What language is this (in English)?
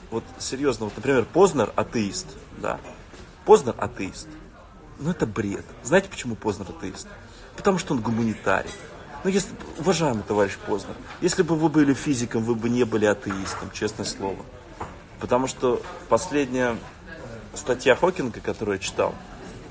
Russian